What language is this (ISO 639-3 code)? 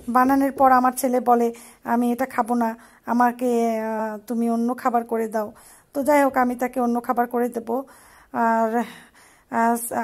ben